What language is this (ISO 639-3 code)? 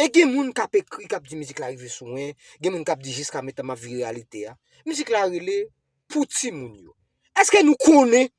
hat